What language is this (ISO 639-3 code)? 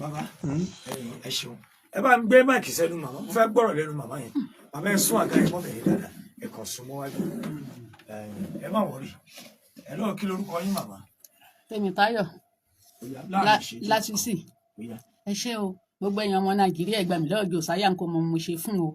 yor